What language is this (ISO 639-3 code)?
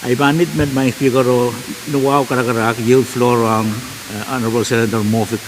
pon